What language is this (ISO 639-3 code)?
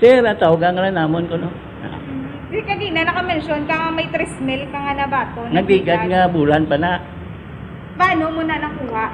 hil